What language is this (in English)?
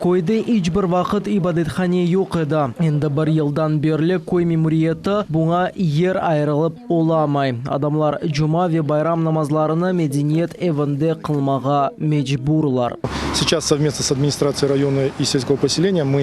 Crimean Tatar